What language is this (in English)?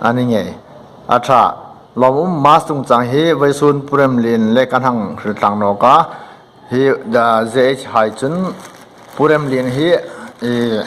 Hmar